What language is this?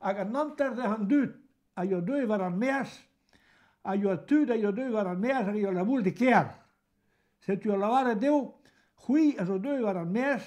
Breton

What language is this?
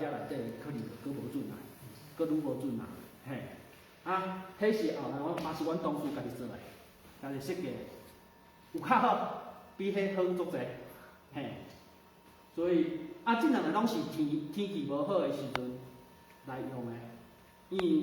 Min Nan Chinese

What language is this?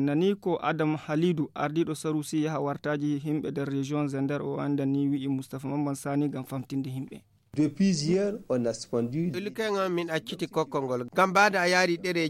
Nigerian Fulfulde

